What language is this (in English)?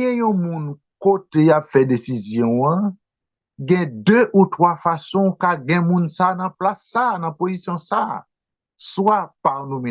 Haitian Creole